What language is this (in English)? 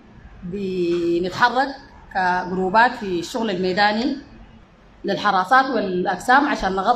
Sudanese Arabic